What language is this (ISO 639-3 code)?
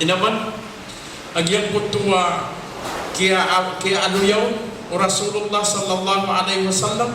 mrw